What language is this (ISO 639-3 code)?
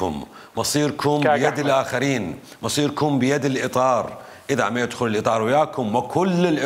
acm